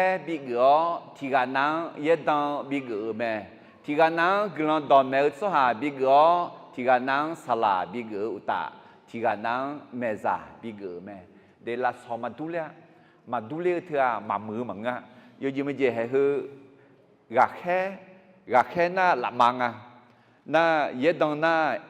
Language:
Akha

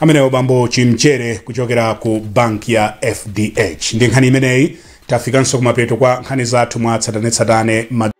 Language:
Nyanja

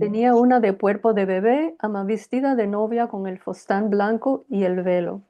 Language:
Ladino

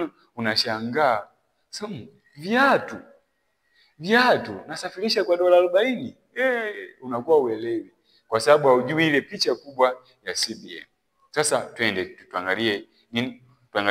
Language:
Swahili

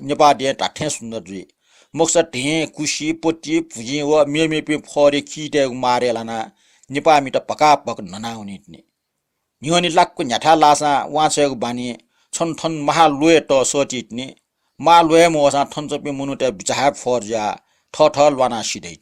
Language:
Newari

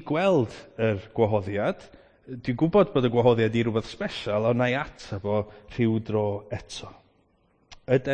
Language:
Welsh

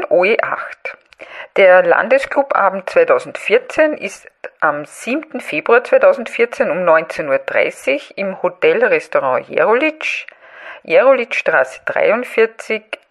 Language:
German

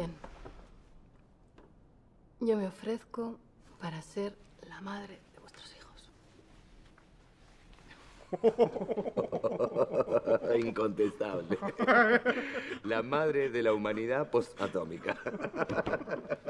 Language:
Spanish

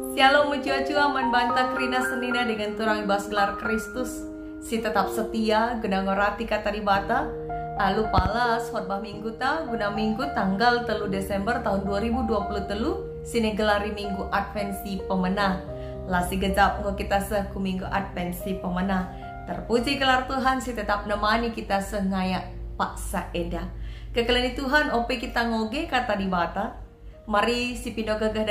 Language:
Batak Karo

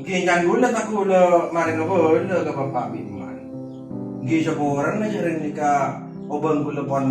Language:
Madurese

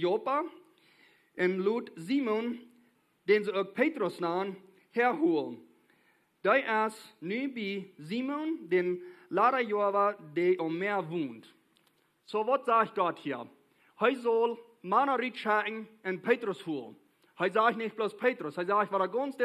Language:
Plautdietsch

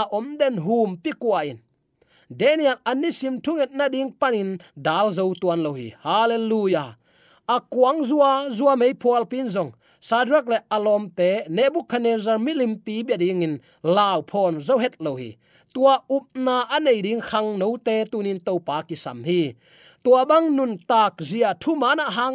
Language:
Tedim Chin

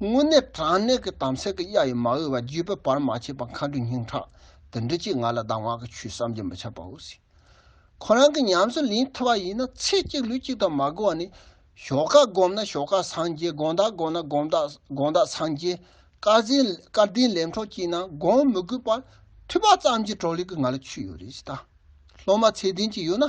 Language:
Tibetan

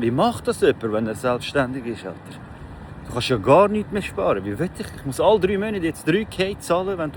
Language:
Swiss German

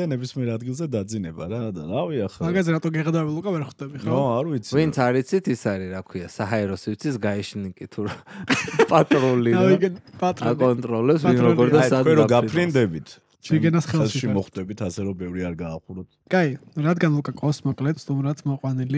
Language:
Georgian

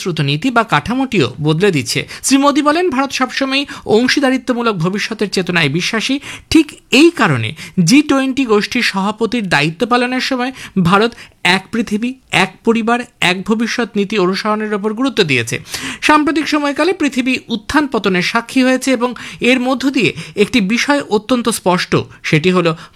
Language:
Bangla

